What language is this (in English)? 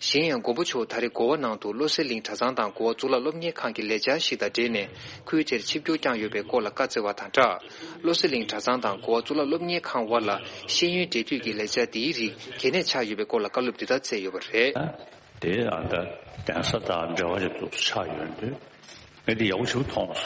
Tibetan